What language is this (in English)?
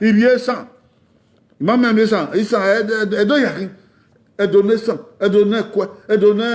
Bini